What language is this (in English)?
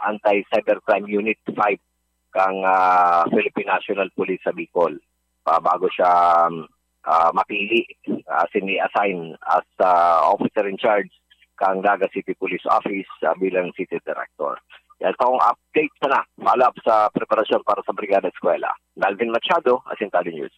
Bikol